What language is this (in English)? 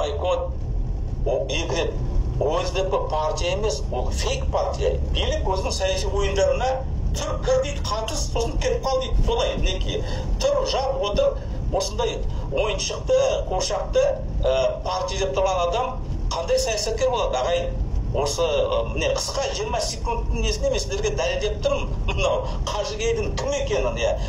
Kazakh